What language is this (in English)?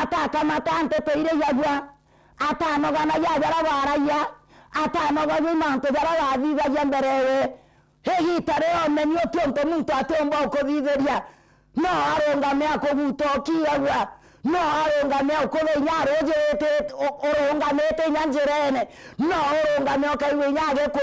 Meru